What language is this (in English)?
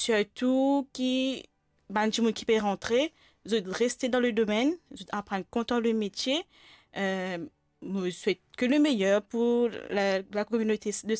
Morisyen